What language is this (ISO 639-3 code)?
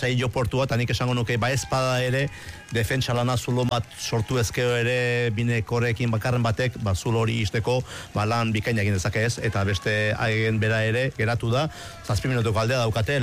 eus